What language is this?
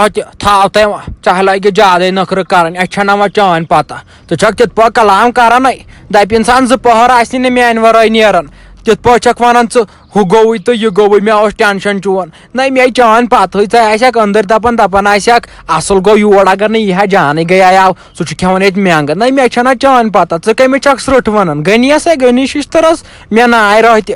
Kashmiri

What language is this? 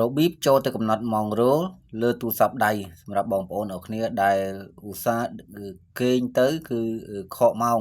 Khmer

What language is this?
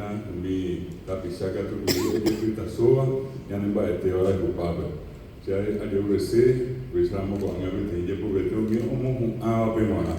Guarani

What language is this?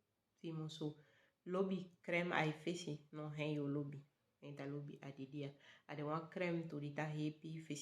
Saramaccan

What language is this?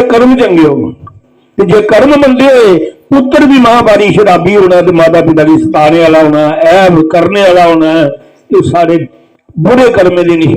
Dogri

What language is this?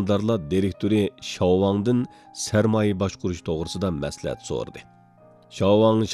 Uyghur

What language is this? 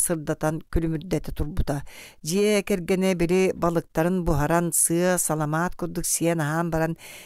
Yakut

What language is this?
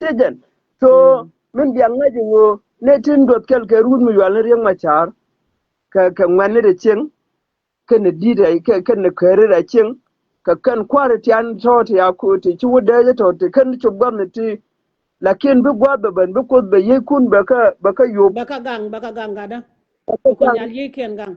Nuer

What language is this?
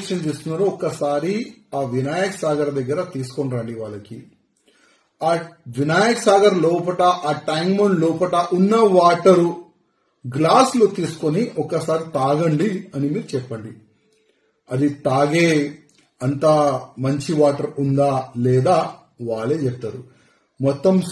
Telugu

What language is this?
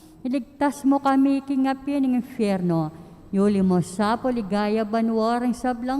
Pampanga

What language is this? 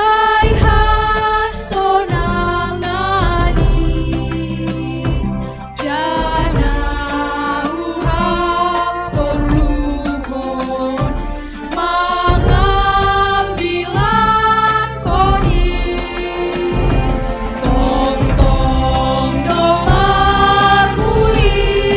Batak Simalungun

